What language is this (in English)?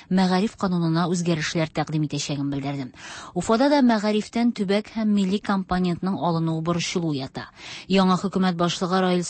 Tatar